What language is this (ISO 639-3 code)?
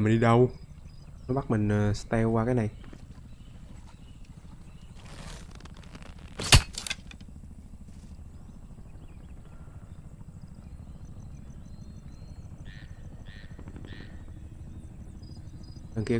vie